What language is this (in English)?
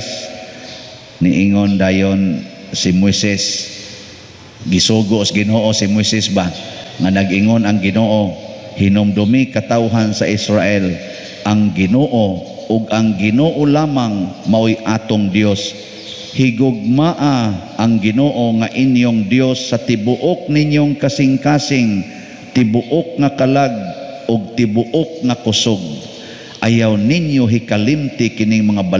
Cebuano